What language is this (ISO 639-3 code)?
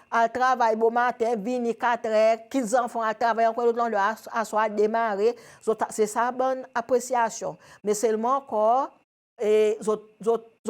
crs